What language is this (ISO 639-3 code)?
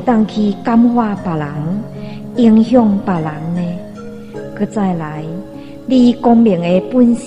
nan